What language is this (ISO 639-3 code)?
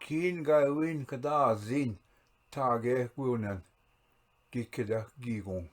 oji